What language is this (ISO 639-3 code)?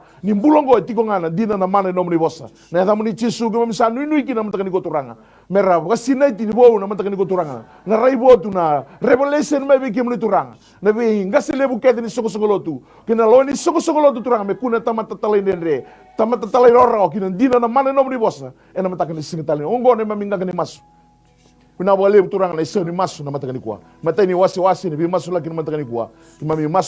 fij